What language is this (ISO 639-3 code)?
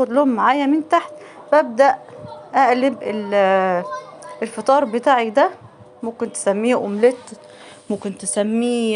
arz